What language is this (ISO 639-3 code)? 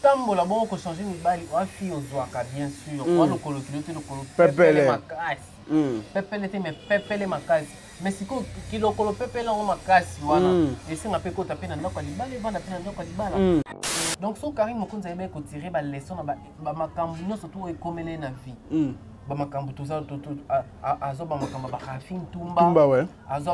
lin